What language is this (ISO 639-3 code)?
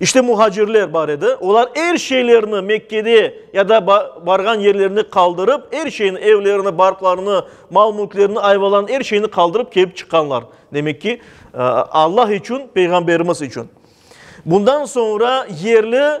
crh